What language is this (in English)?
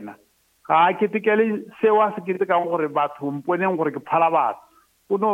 Northern Sotho